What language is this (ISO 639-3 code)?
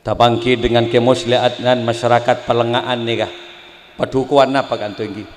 mad